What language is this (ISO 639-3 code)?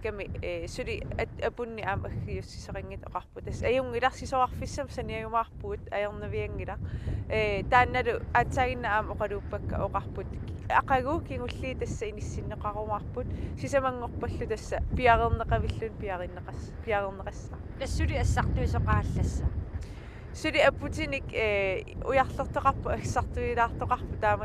kal